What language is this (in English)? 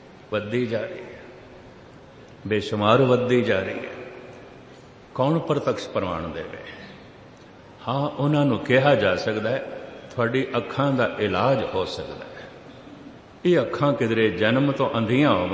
Punjabi